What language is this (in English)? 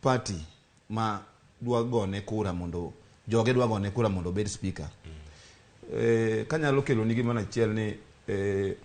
Luo (Kenya and Tanzania)